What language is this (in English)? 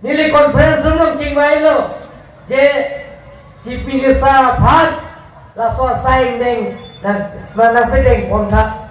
Karbi